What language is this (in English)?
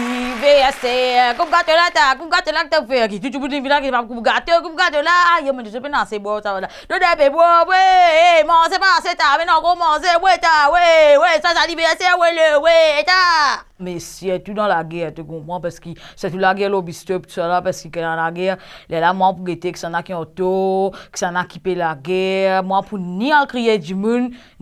Morisyen